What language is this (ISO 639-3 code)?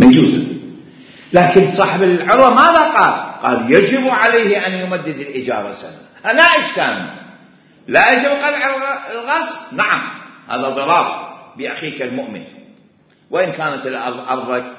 acm